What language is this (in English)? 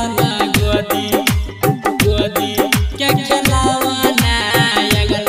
Maithili